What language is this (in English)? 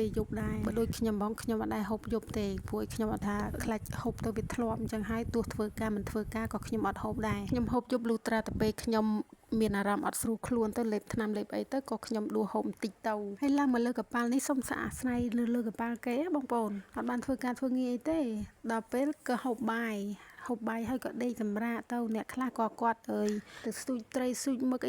Khmer